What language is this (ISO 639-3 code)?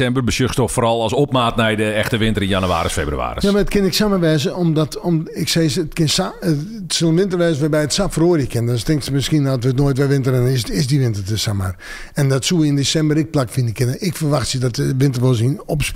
fry